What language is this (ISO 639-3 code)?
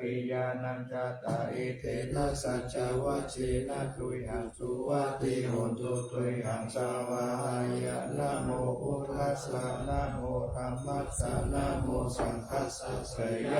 pli